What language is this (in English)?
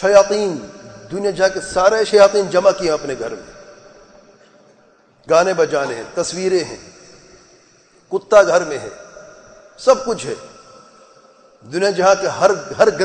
Urdu